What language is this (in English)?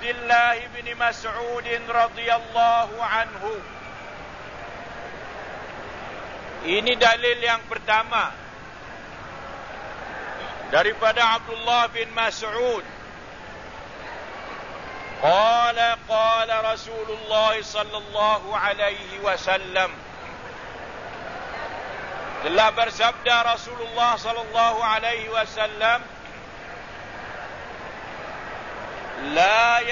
Malay